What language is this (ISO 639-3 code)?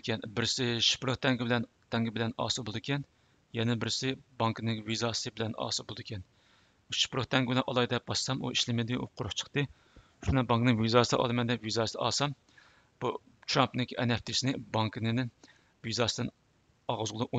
uig